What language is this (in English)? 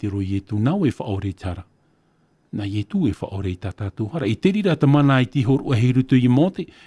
Tahitian